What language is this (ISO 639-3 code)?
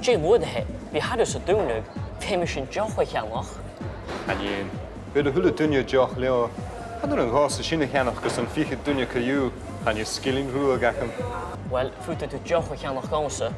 gla